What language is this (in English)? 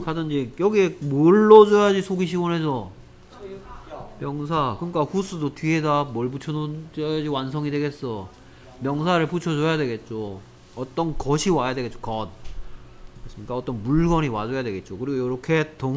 Korean